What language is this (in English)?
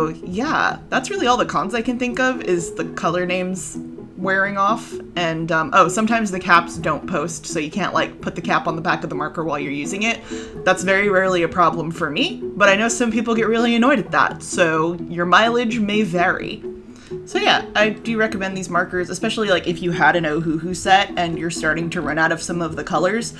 English